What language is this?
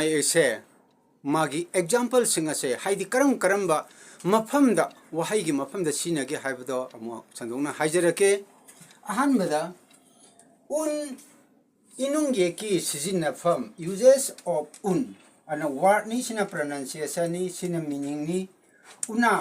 Manipuri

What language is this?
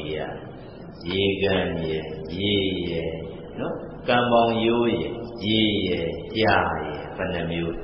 Burmese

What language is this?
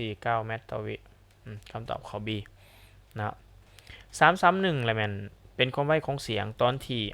Lao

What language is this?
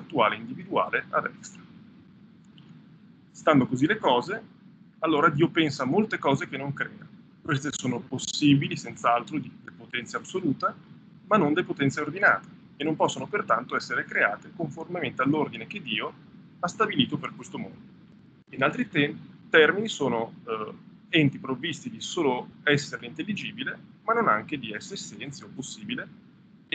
Italian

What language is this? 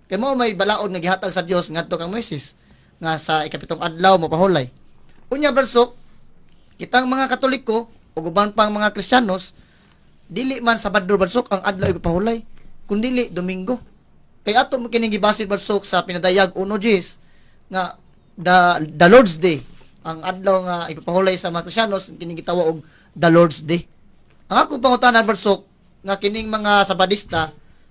Cebuano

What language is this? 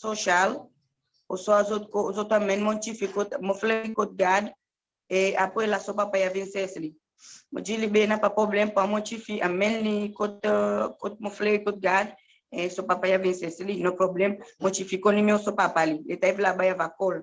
Seselwa Creole French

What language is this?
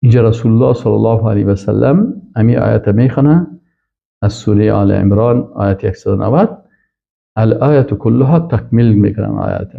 Persian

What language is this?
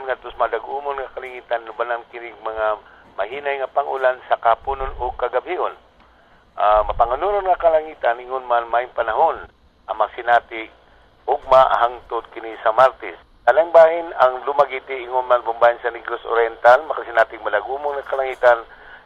Cebuano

